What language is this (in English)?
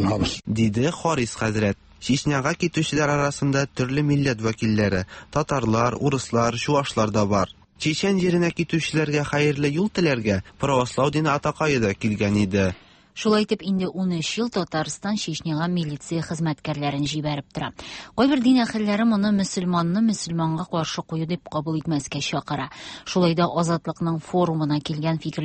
Tatar